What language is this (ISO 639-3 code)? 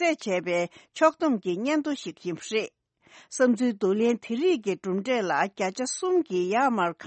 bod